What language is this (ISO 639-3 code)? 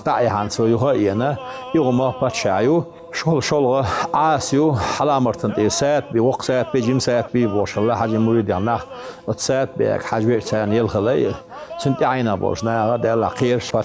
che